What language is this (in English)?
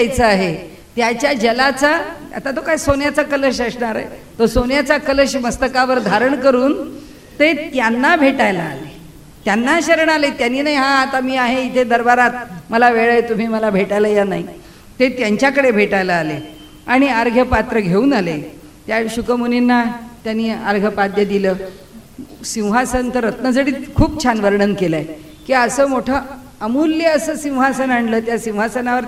Marathi